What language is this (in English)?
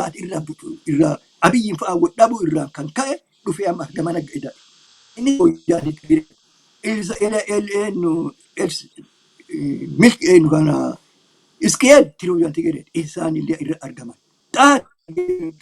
Oromo